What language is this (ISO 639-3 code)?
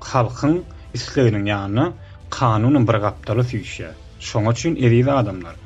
tuk